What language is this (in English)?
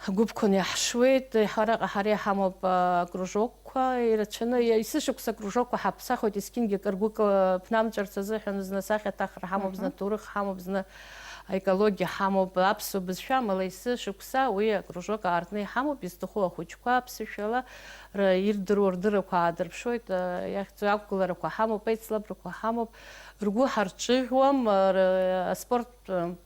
Abkhazian